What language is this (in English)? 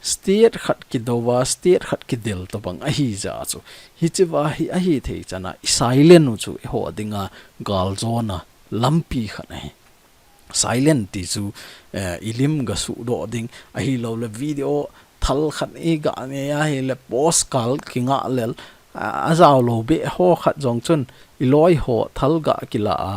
Thado Chin